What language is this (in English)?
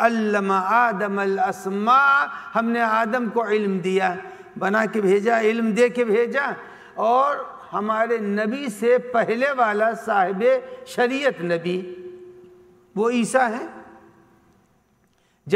Urdu